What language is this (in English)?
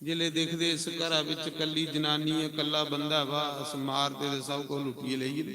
Dogri